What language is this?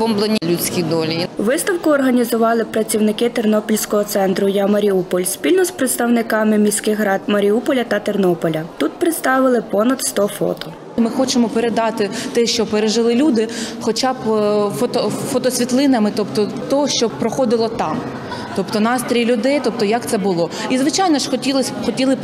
Ukrainian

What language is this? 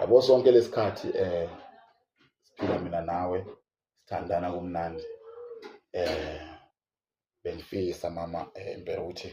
Zulu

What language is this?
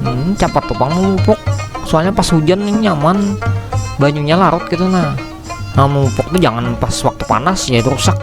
Banjar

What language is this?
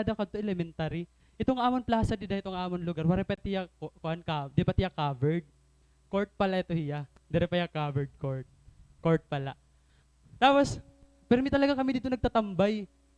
Waray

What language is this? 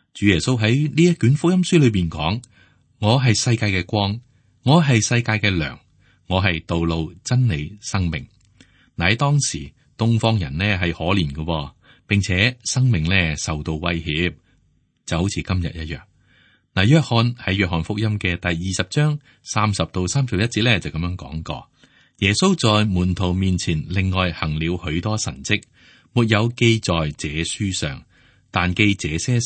Cantonese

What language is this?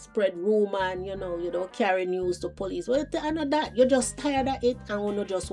Jamaican Creole English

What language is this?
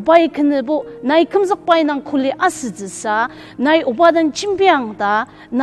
Ao Naga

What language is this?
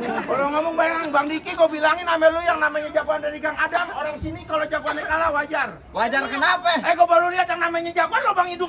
Betawi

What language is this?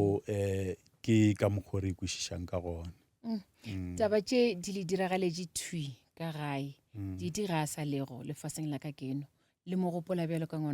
Northern Sotho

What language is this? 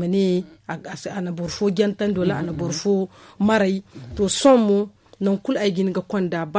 Zarma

